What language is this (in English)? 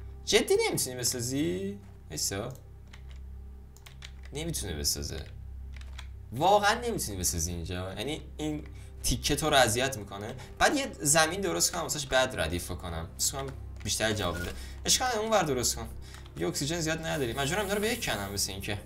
Persian